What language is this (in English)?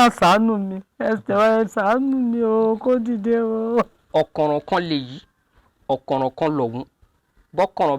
Yoruba